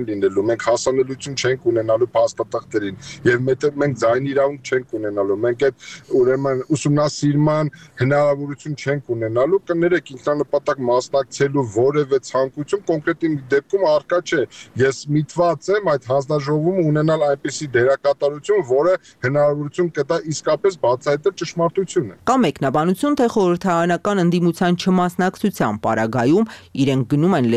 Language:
Armenian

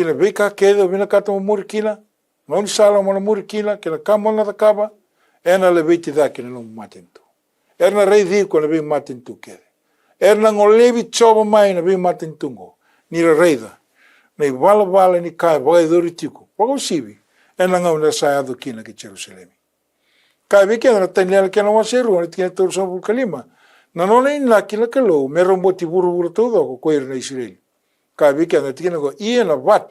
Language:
Fijian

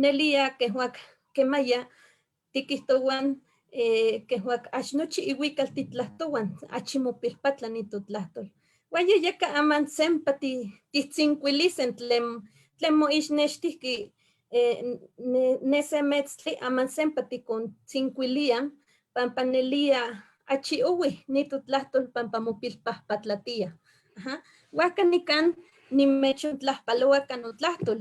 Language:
Eastern Huasteca Nahuatl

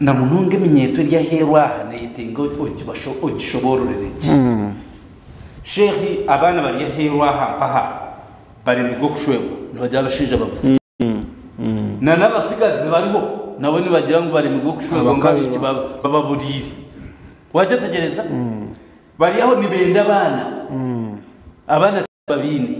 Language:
Nyankole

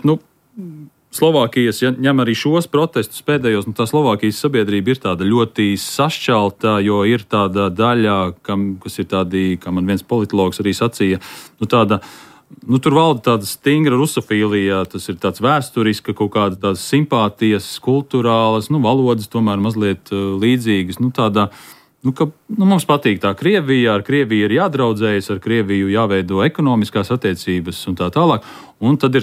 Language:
Latvian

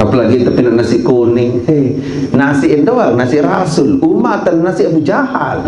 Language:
Sasak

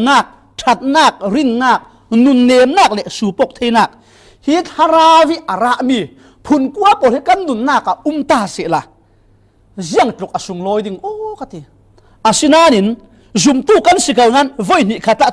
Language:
Falam Chin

